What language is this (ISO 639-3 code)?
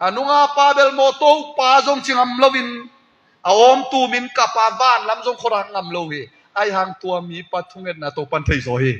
ctd